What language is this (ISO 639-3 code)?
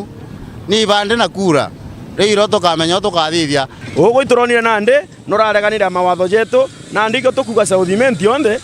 mer